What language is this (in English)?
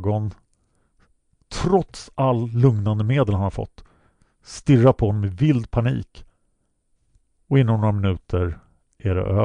Swedish